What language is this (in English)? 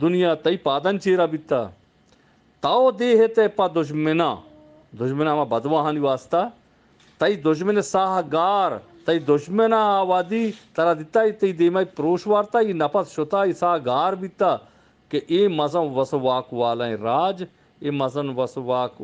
Eastern Balochi